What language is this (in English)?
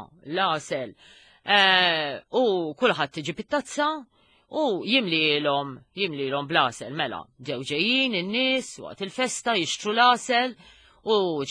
Maltese